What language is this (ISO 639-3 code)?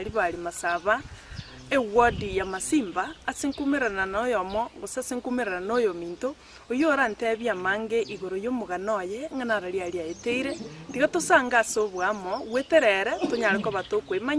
guz